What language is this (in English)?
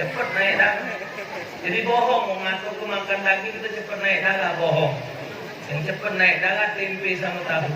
Musi